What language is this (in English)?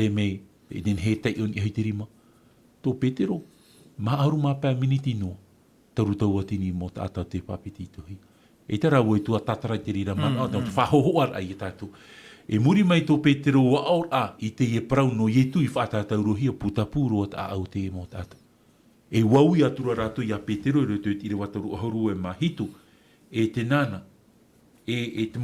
Tahitian